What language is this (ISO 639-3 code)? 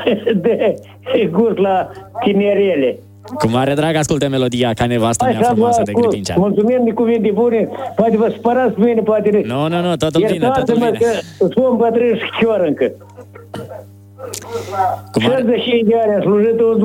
ron